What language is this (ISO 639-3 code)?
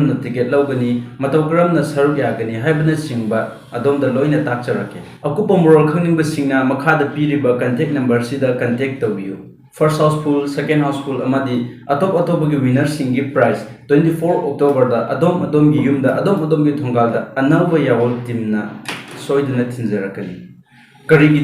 mni